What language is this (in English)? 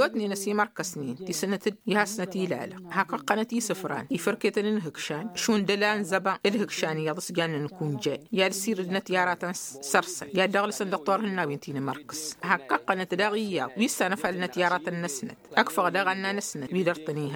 Tamasheq